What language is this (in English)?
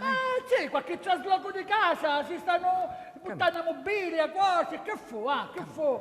Sicilian